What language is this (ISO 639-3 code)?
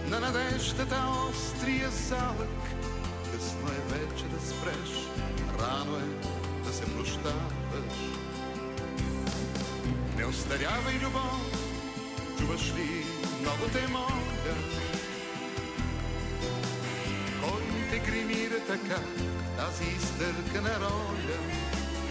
bul